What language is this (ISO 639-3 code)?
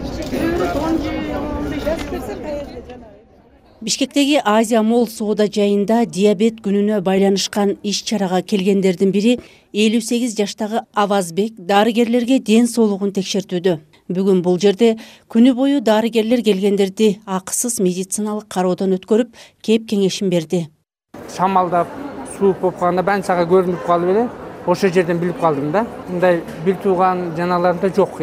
kir